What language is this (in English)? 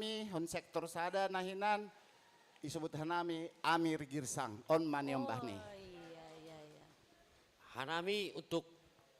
Batak Simalungun